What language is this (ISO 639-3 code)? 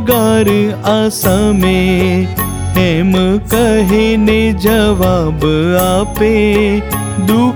guj